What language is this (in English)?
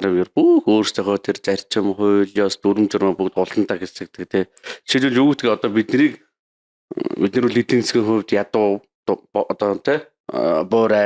Mongolian